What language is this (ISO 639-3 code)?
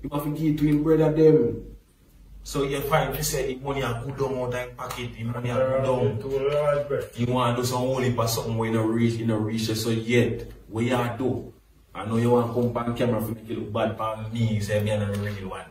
jam